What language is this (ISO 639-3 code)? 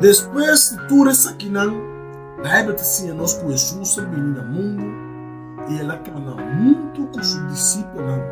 pap